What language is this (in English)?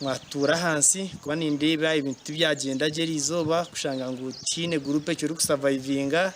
Nyankole